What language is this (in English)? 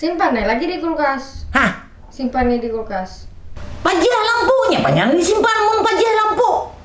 Banjar